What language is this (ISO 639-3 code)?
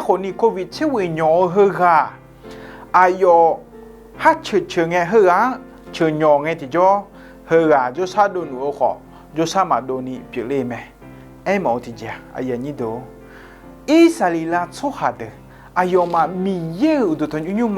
ahk